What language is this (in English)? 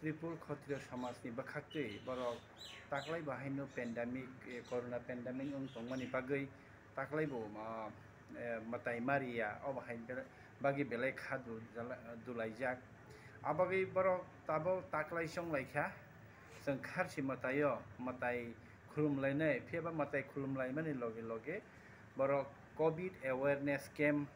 Kok Borok